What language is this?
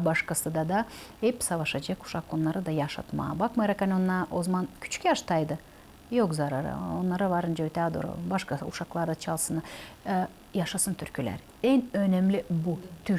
Gagauz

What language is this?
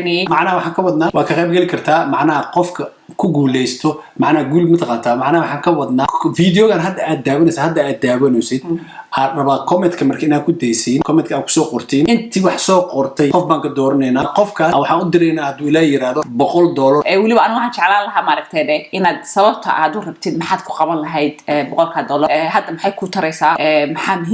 Somali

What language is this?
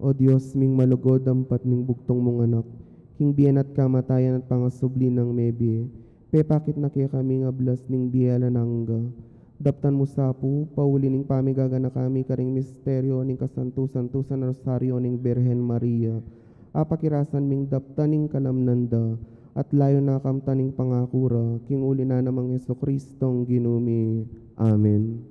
Pampanga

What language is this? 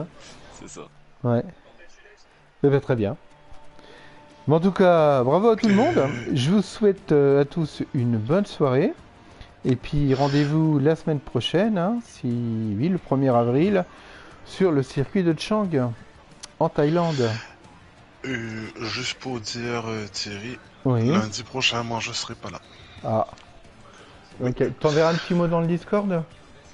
French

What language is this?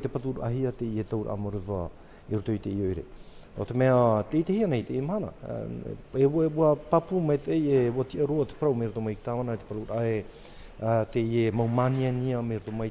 Tahitian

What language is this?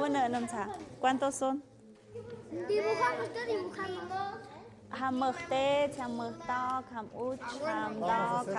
Tlahuitoltepec Mixe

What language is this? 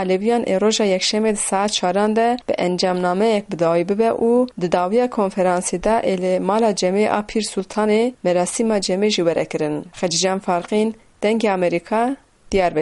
Kurdish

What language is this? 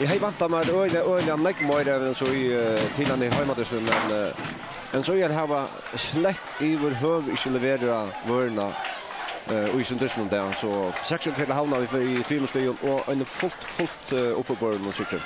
Faroese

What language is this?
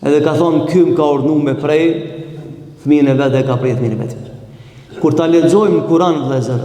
Albanian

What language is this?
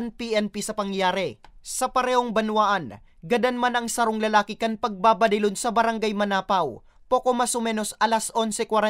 Bikol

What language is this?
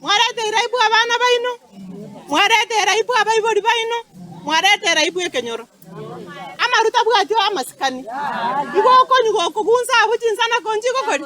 Gusii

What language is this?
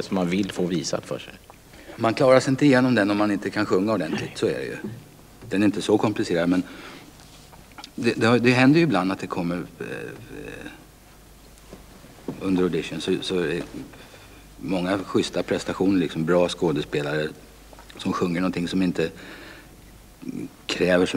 Swedish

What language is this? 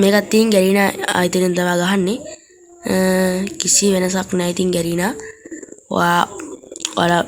Sinhala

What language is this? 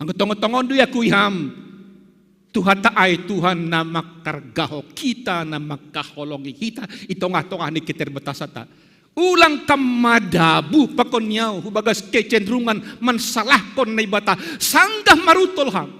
Batak Simalungun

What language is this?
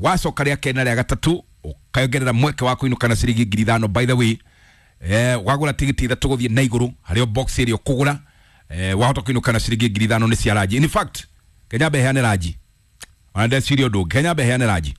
Kikuyu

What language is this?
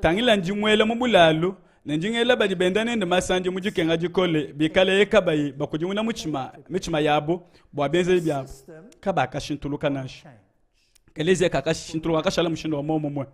Luba-Lulua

